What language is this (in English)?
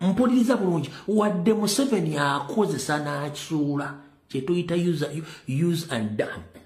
Ganda